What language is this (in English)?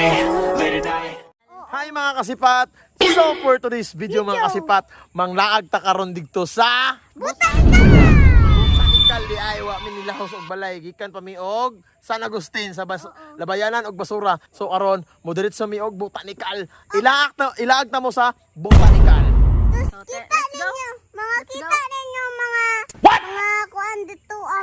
Cebuano